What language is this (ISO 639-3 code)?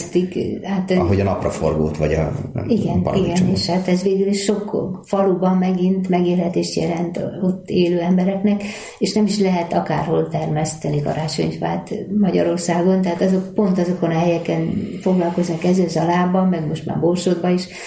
hun